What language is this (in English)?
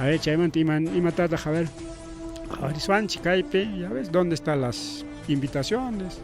Ayacucho Quechua